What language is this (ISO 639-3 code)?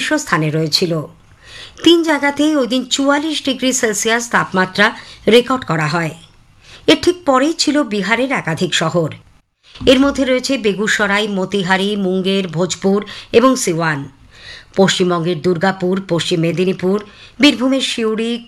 ben